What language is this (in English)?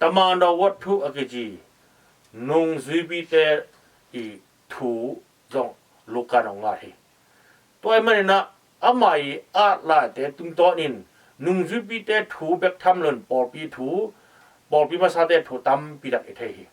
Tedim Chin